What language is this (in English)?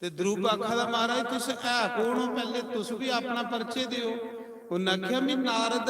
Dogri